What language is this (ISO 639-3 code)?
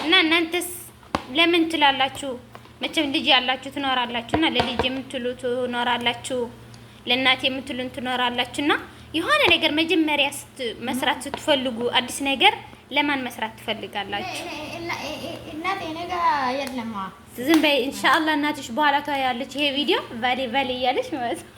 amh